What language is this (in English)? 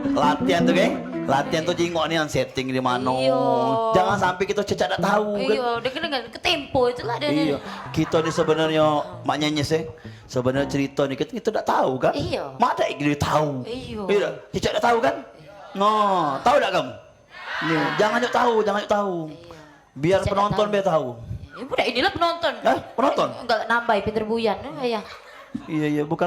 Musi